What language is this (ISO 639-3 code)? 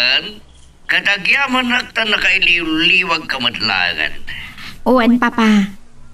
ilo